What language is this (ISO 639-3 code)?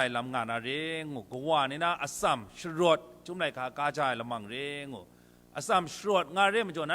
kac